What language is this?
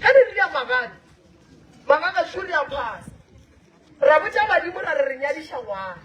Northern Sotho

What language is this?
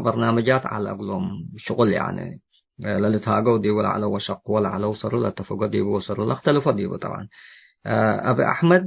Tigre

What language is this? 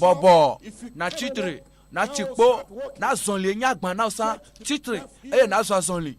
Ewe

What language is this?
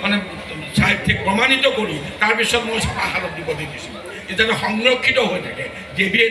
Assamese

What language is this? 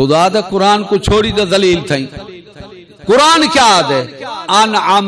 Saraiki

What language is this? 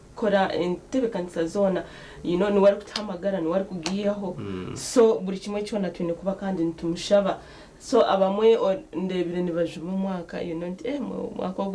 Nyankole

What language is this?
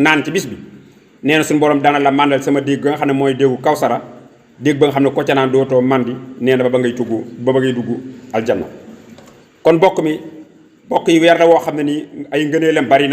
Wolof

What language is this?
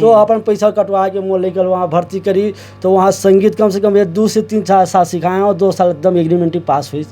Chhattisgarhi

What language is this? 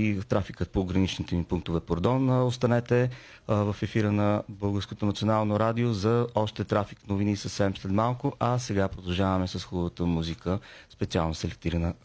Bulgarian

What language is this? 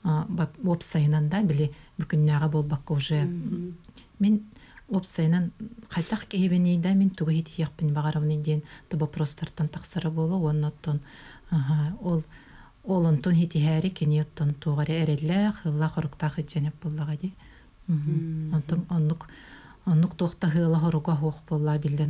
Yakut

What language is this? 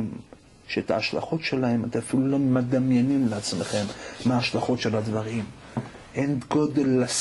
Hebrew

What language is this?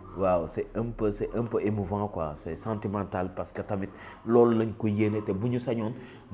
Wolof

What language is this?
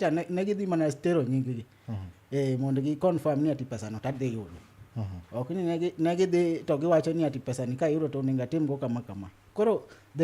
Luo (Kenya and Tanzania)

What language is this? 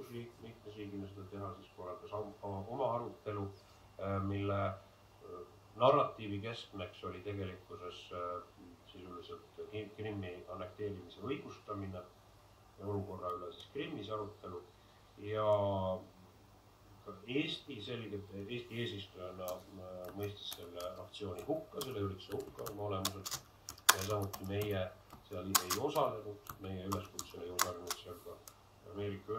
Estonian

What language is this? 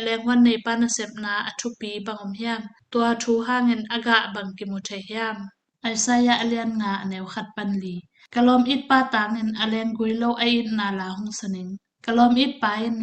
Tedim Chin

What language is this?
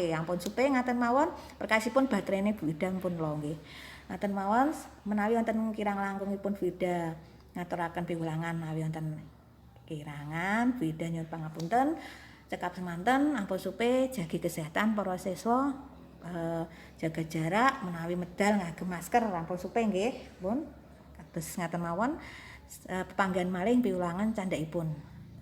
Javanese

